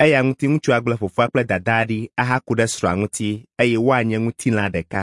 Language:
Ewe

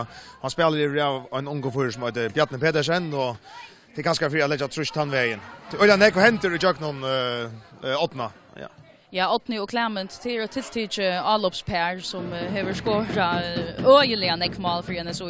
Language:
Faroese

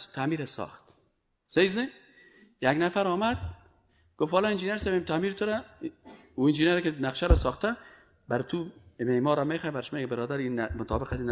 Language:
Persian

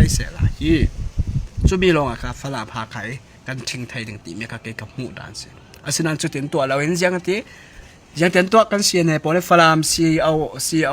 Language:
Falam Chin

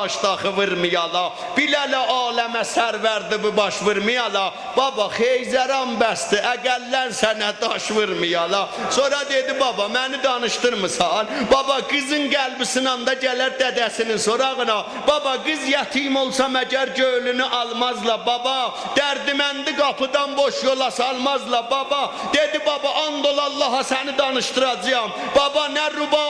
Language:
South Azerbaijani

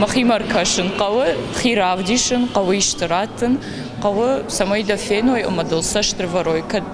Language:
Ossetic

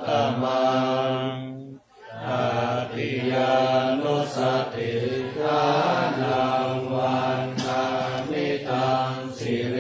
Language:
Pali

